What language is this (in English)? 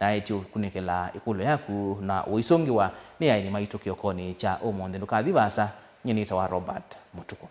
Kamba